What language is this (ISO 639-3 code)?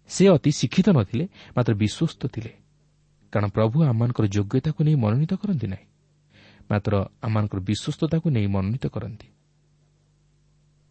ori